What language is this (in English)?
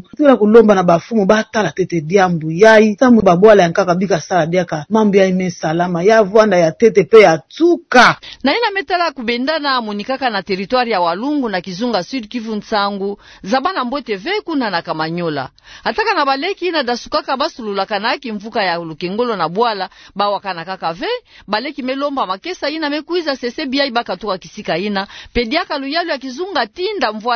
Kituba (Democratic Republic of Congo)